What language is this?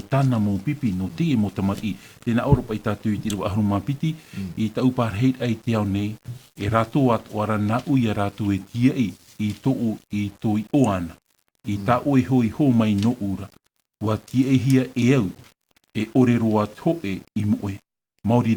Tahitian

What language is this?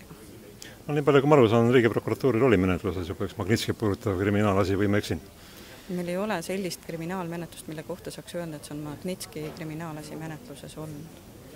Estonian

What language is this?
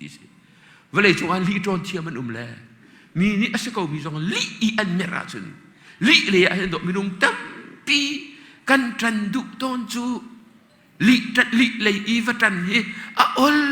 Hakha Chin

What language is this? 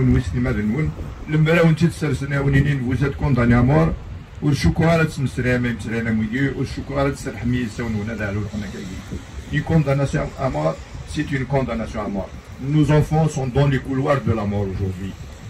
Kabyle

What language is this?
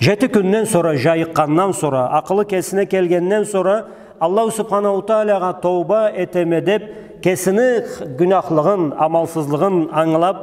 Karachay-Balkar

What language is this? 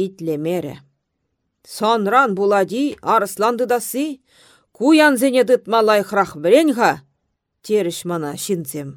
Chuvash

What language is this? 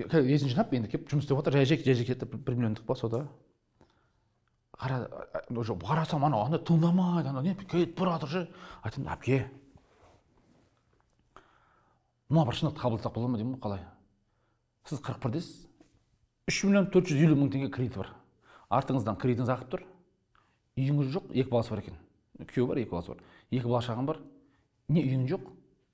Kazakh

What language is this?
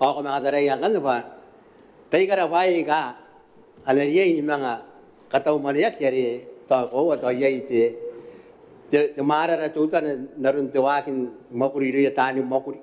Gilbertese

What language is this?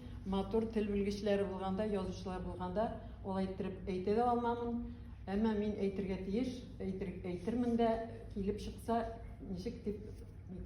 Tatar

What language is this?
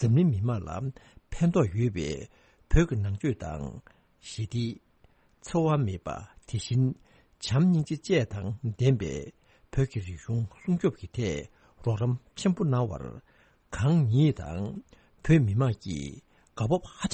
Tibetan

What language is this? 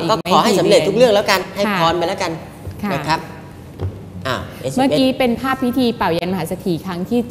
Thai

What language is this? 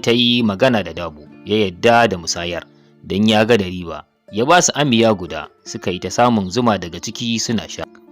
Hausa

